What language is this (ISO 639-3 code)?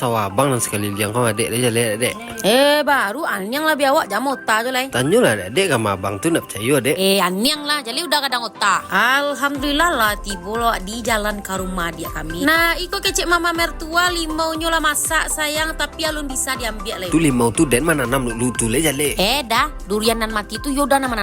min